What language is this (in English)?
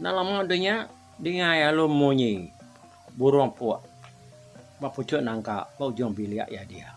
Iban